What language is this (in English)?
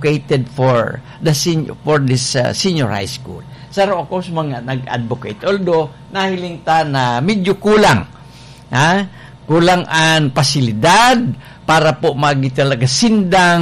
Bikol